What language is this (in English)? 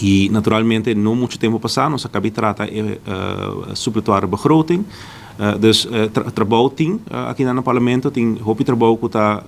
Papiamento